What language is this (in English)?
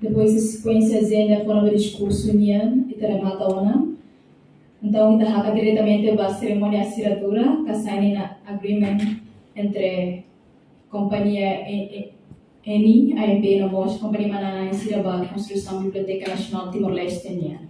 Tetum